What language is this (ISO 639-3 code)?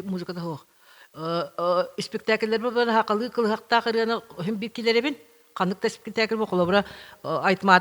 sah